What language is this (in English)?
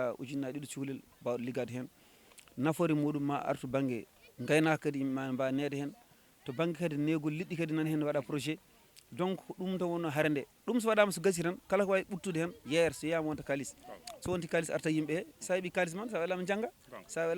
Fula